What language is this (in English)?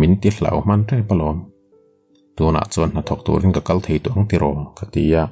Mizo